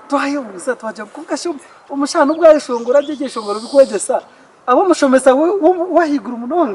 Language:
Nyankole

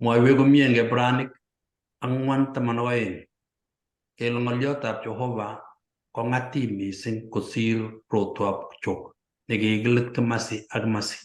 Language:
Kalenjin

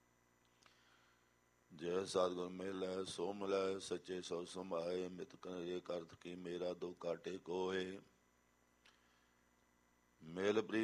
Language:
Punjabi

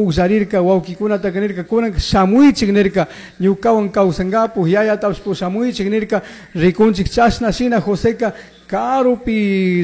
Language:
Chimborazo Highland Quichua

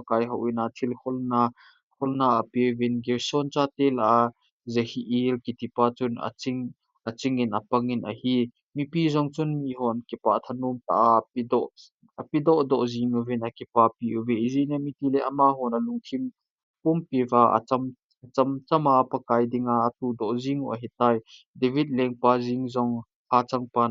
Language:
Thado Chin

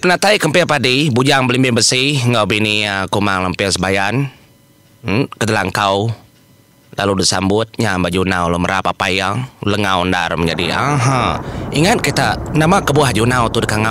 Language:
Iban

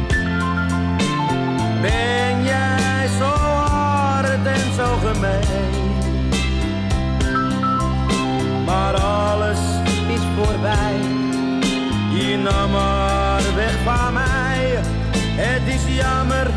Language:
Dutch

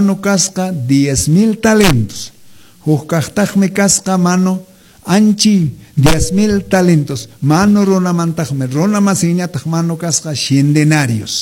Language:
Quechua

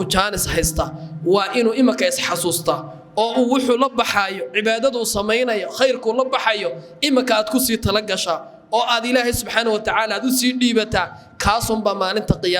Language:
Somali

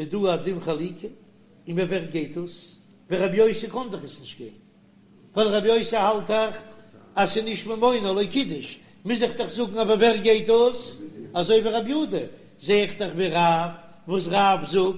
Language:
Yiddish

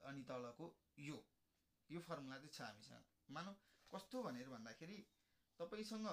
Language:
Nepali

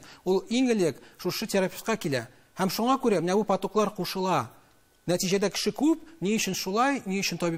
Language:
Tatar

